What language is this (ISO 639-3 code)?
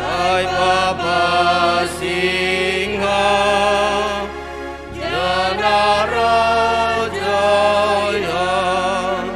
bts